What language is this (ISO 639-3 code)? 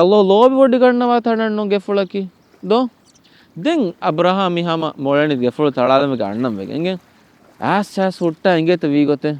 div